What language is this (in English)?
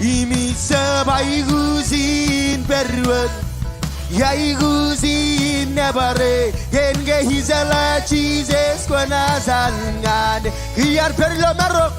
Marshallese